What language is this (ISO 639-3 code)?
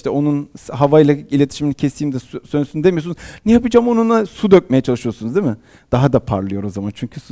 tur